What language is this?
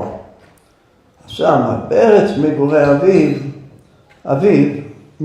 Hebrew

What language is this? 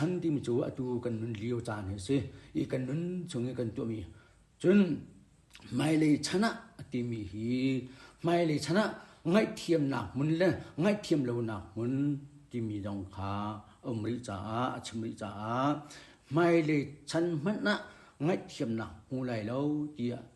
Hakha Chin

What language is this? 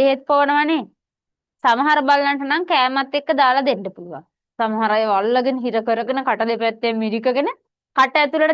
Sinhala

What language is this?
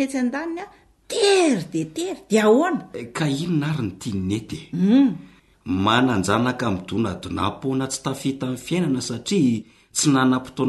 Malagasy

